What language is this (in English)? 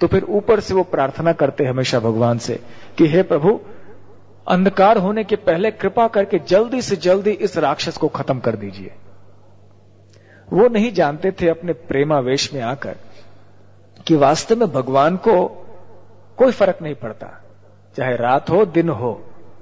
Hindi